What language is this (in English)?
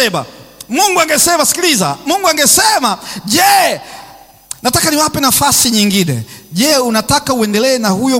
Swahili